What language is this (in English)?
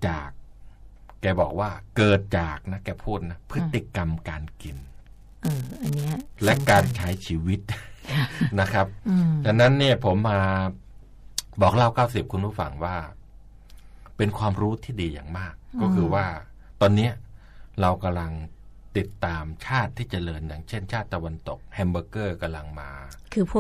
Thai